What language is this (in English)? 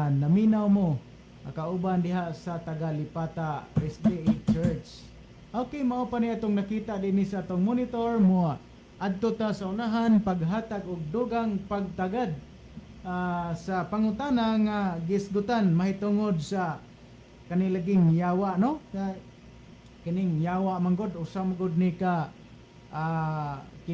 Cebuano